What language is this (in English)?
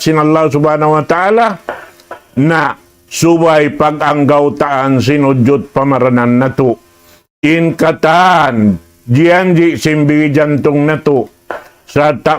Tausug